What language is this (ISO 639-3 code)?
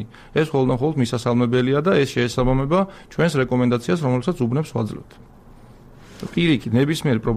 kat